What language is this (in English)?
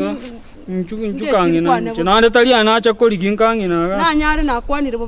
Gusii